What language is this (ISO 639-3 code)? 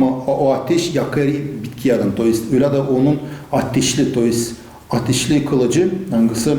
gag